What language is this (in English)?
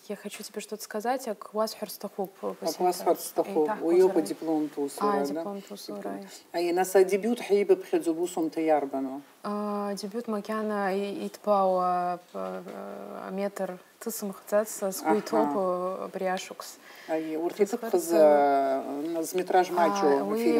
Abkhazian